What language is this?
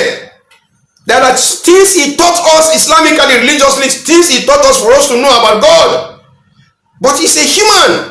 Yoruba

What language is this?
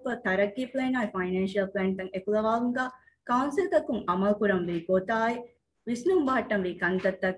Divehi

